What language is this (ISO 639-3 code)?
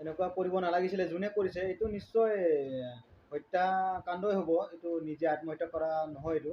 asm